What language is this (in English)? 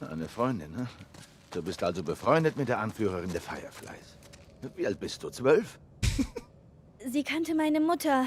Bavarian